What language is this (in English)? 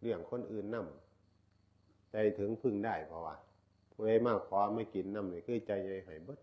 Northeastern Thai